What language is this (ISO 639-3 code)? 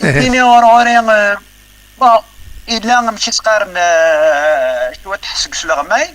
kab